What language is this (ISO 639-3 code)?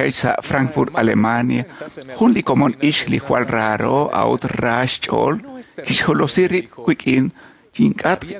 kek